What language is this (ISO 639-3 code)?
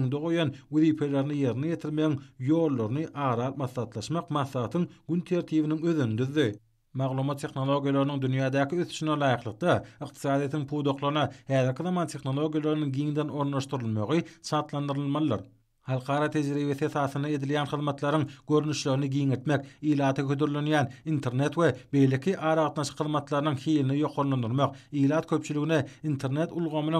tuk